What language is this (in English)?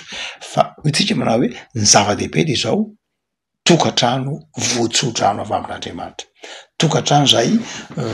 Malagasy